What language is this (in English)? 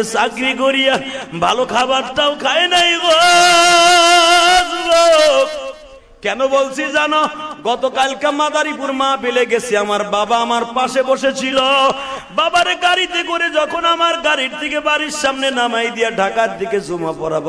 Bangla